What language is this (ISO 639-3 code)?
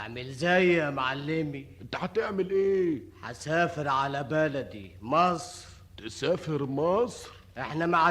arz